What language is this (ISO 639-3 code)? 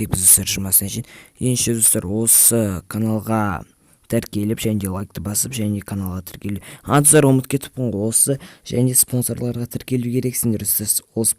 kaz